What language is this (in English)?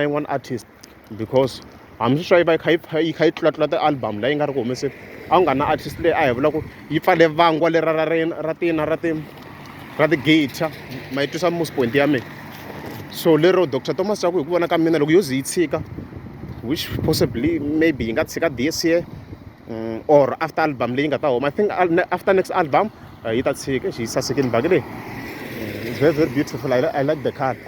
Tsonga